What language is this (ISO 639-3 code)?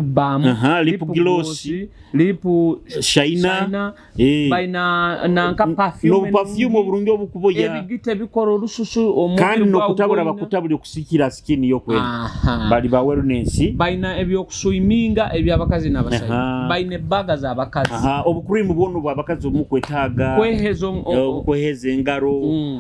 nyo